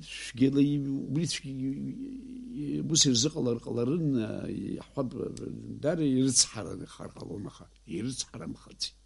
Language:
Abkhazian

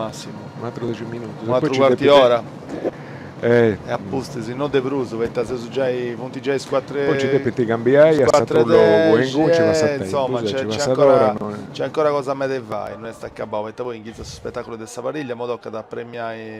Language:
Sardinian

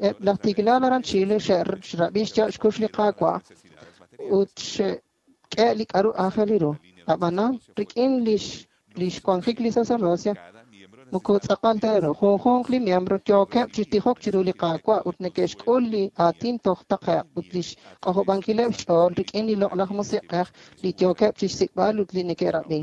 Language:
Kekchí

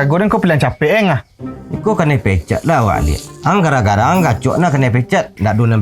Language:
Minangkabau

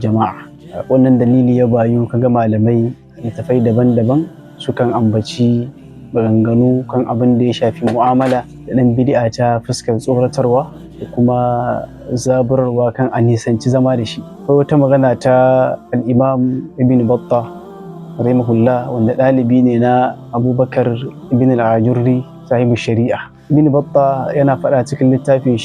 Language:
Hausa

